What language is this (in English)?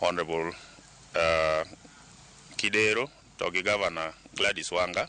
Luo (Kenya and Tanzania)